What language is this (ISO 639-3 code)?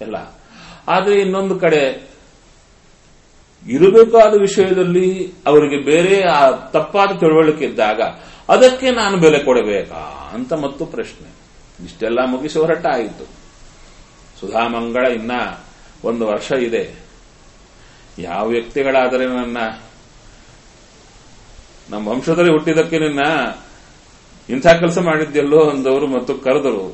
kan